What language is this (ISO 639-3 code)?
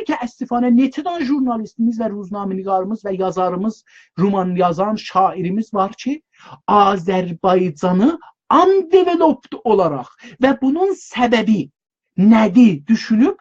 azb